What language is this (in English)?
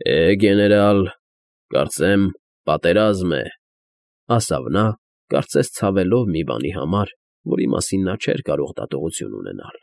Armenian